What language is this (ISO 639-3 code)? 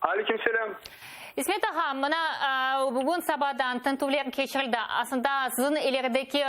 crh